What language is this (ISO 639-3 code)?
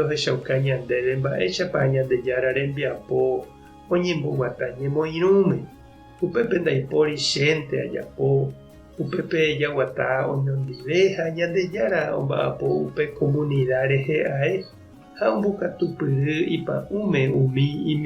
grn